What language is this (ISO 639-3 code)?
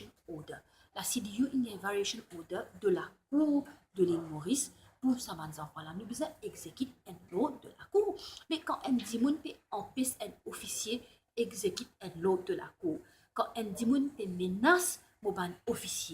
mfe